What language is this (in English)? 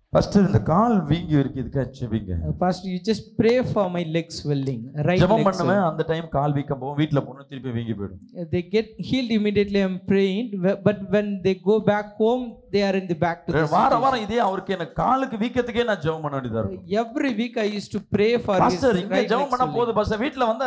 Tamil